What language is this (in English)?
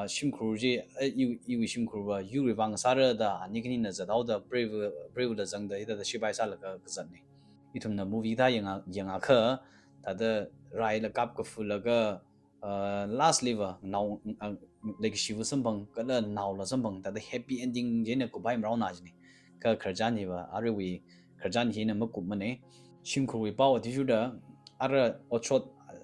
Tangkhul Naga (India)